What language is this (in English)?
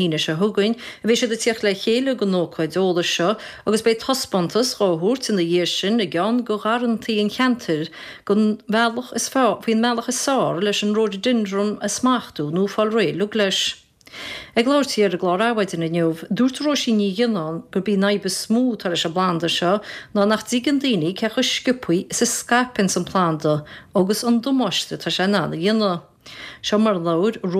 Irish